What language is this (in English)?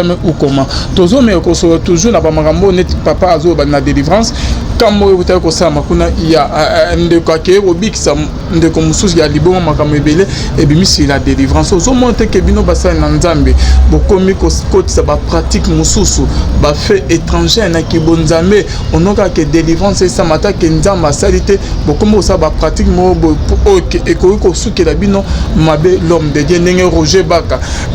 Lingala